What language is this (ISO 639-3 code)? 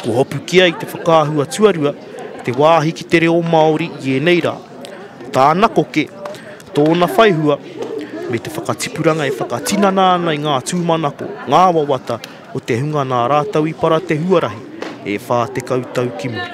mri